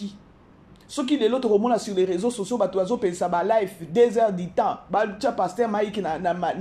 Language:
Lingala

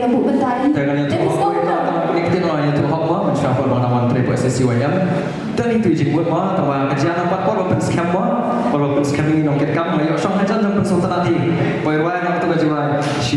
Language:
Khasi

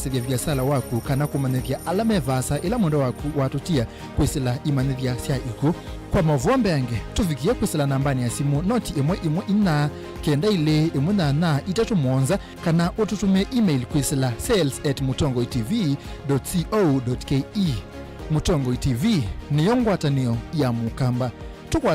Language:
Kamba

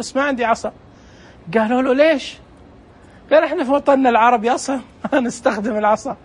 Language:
Najdi Arabic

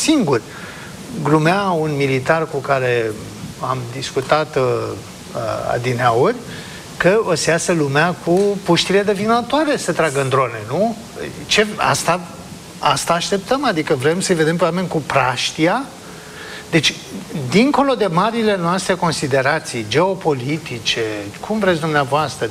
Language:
Romanian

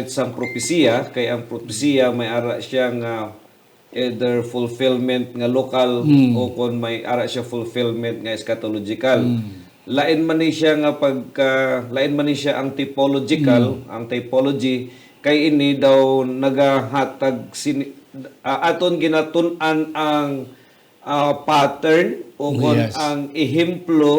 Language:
Hiligaynon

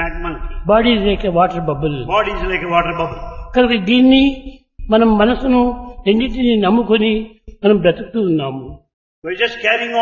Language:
Telugu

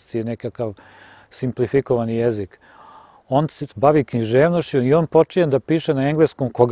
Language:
Serbian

